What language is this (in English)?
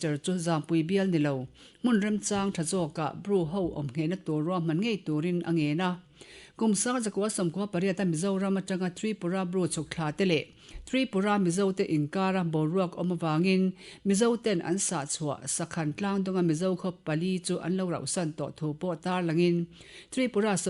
Mizo